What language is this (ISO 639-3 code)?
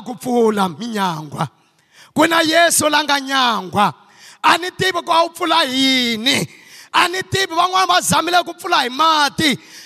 tso